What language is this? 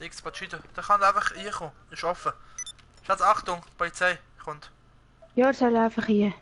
Swiss German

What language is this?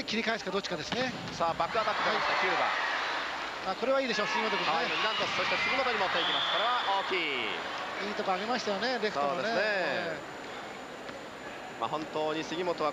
Japanese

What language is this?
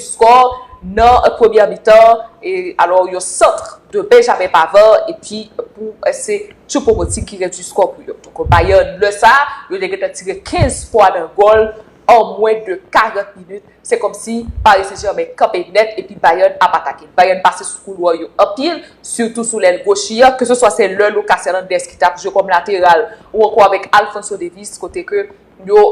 Haitian Creole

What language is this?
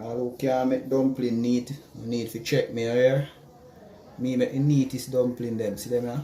Jamaican Creole English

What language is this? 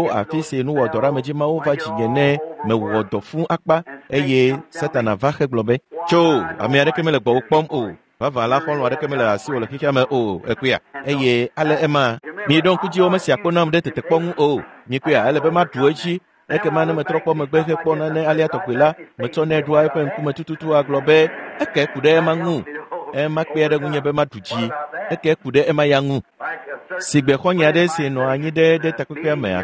Ewe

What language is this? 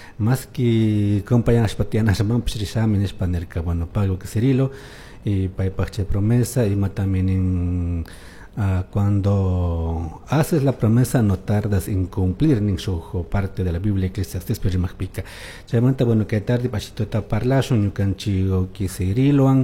Chimborazo Highland Quichua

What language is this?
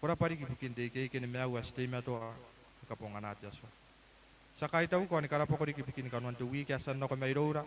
Gilbertese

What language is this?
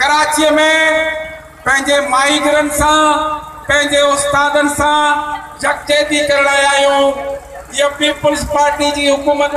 Sindhi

